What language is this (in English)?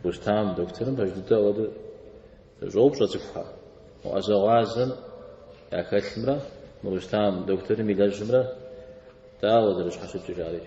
Kabardian